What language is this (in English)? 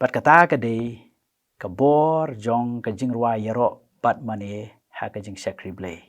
Khasi